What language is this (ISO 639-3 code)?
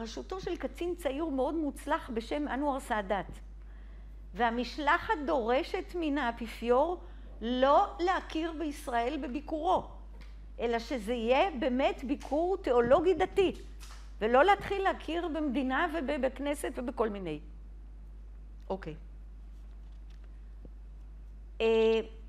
heb